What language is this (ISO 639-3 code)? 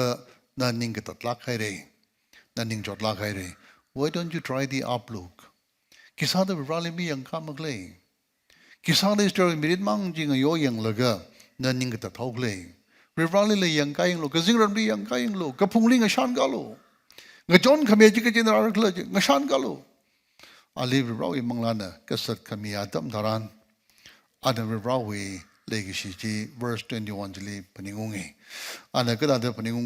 nmf